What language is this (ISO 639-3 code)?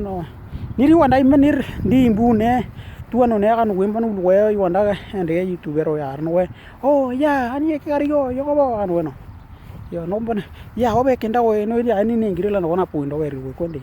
dnw